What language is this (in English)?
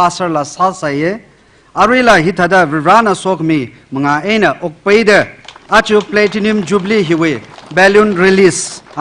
Tangkhul Naga (India)